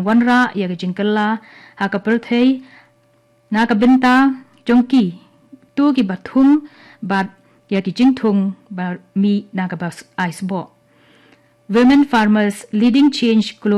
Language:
Khasi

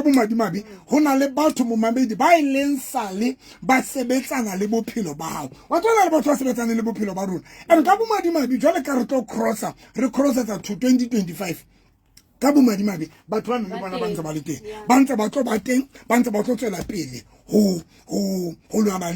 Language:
Southern Sotho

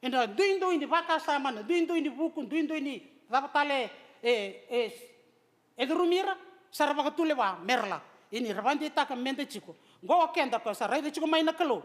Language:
Fijian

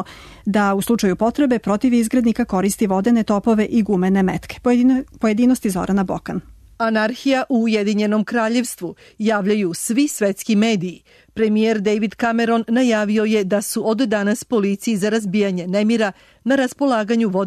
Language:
Serbian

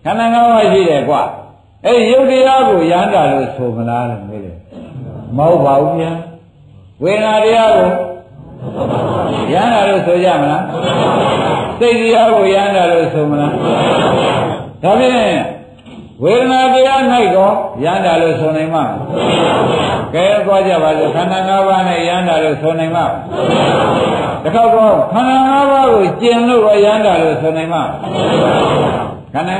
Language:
Burmese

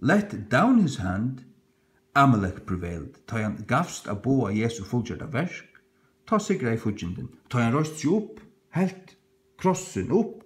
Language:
Faroese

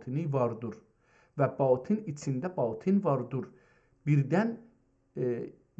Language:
South Azerbaijani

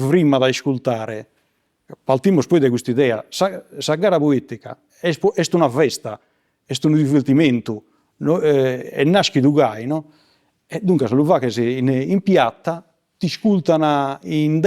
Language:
Sardinian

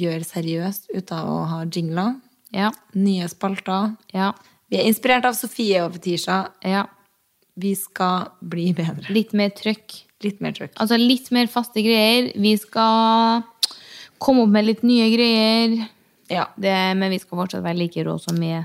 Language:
Norwegian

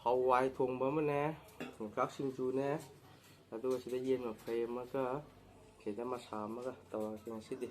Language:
Manipuri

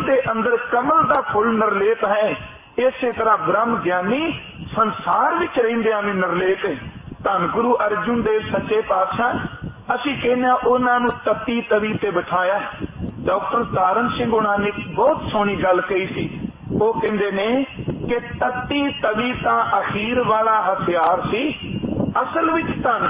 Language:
Punjabi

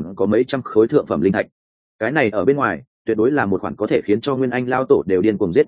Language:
Vietnamese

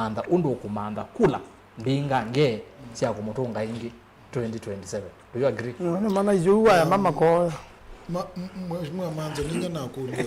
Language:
Kamba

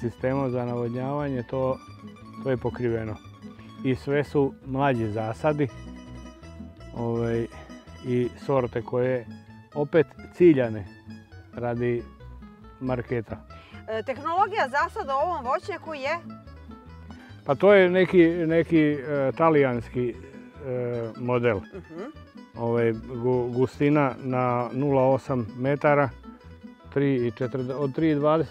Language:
Serbian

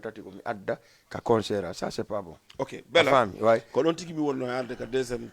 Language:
Fula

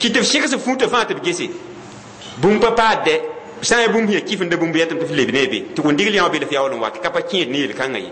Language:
Mossi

